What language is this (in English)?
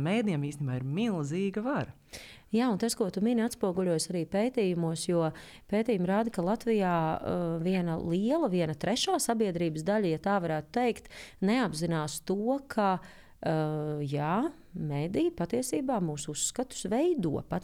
Latvian